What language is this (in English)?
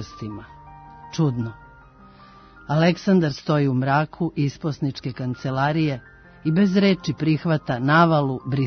Serbian